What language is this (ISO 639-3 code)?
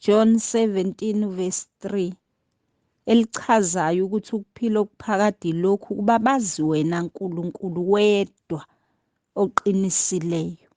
zul